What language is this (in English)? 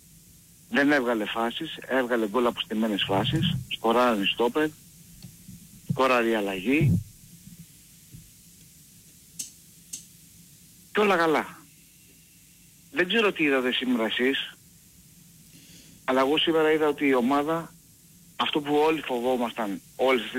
Greek